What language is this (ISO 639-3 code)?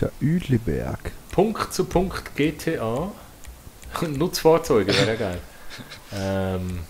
gsw